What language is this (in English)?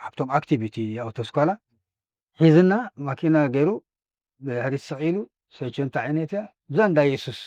Tigrinya